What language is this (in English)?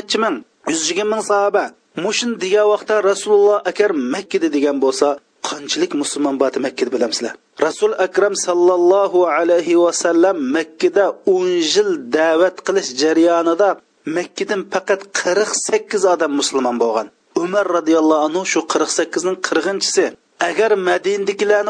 Uyghur